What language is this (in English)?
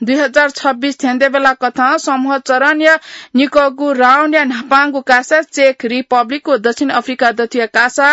Newari